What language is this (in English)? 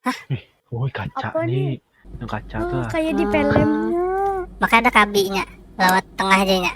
Banjar